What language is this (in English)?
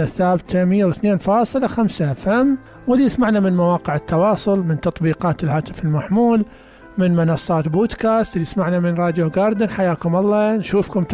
Mesopotamian Arabic